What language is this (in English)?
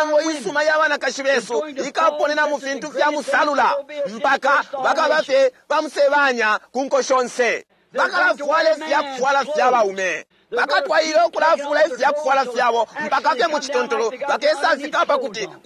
Bemba